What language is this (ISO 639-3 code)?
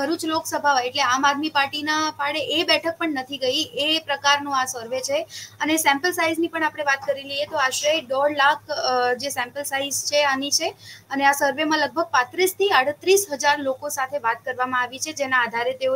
guj